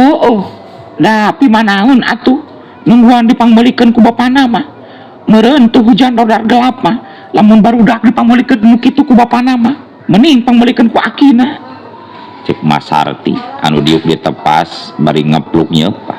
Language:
Sundanese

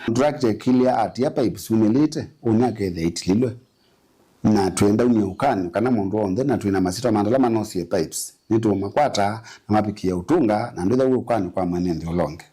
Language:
Kamba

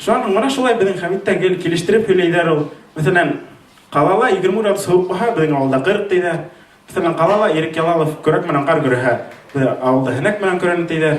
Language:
Bashkir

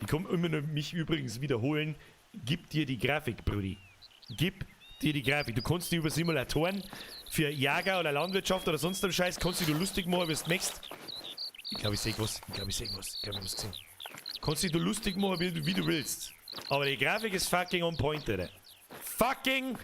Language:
Bavarian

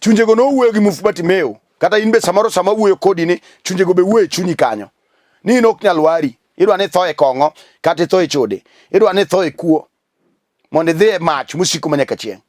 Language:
Luo (Kenya and Tanzania)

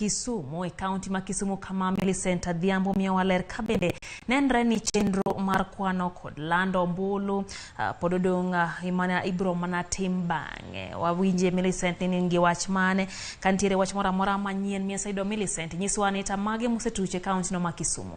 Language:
Luo (Kenya and Tanzania)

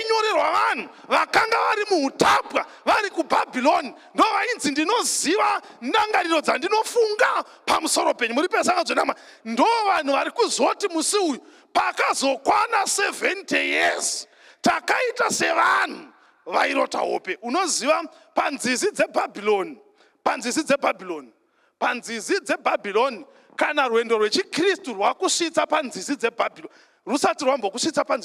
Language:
Shona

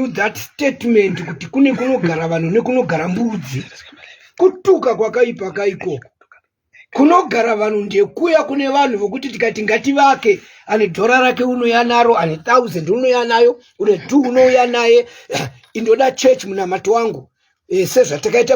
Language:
Shona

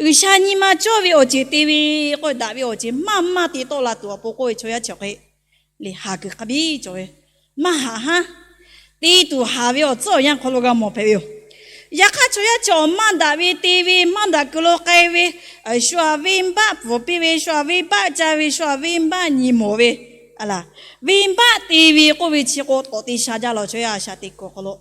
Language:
Lahu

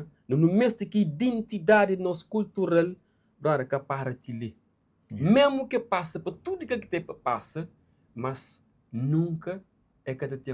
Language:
Kabuverdianu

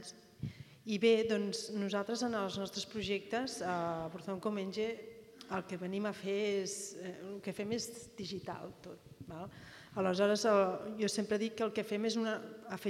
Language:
Catalan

